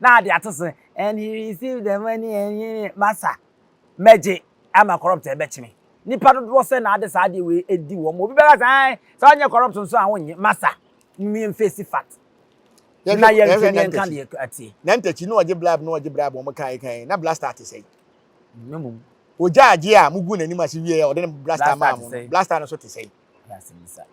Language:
Akan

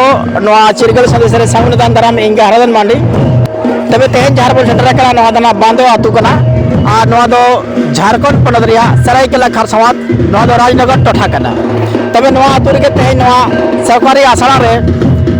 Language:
Santali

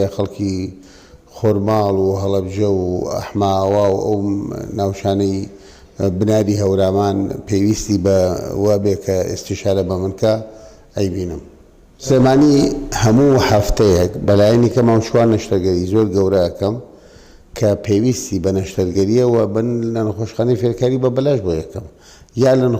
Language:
Central Kurdish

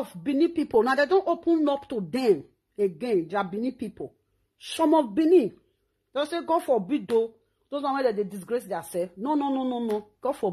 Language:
Nigerian Pidgin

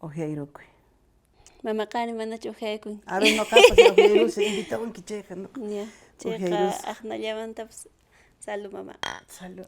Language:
Quechua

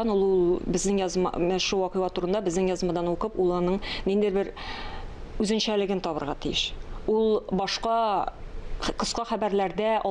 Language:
Tatar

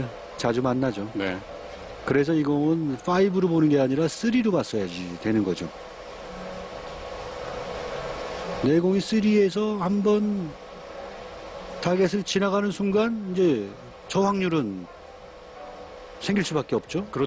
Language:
Korean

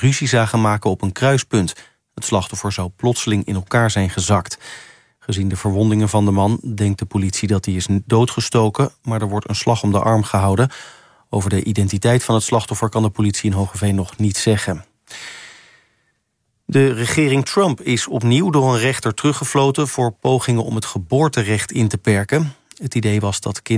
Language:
Dutch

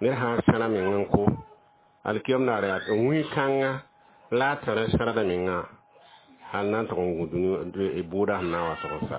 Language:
Mossi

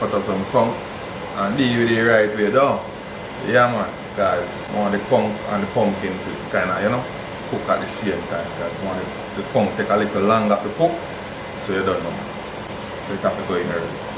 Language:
Jamaican Creole English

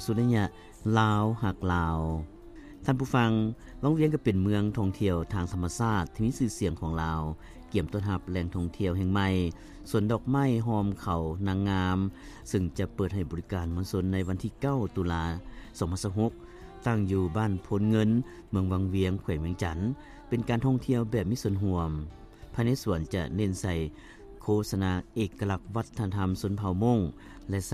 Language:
Lao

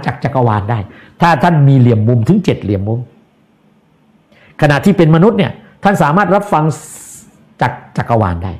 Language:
Thai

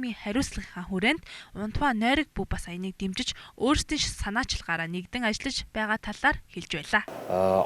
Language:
Mongolian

